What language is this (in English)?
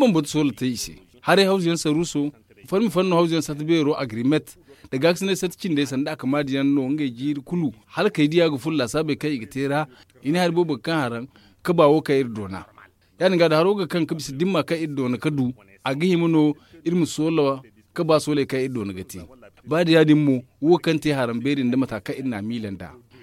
Zarma